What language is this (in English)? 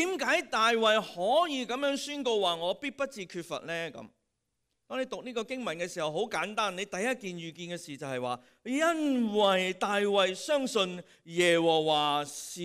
Cantonese